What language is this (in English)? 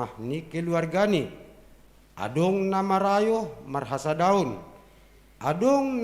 Batak Simalungun